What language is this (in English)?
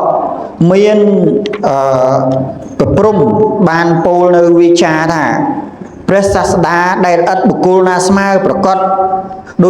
Khmer